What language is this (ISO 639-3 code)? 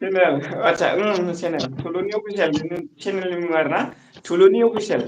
brx